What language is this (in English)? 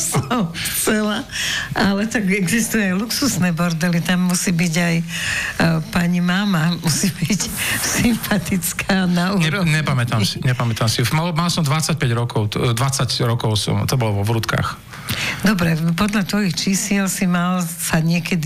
Slovak